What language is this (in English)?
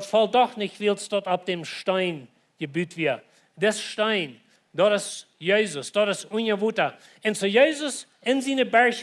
Plautdietsch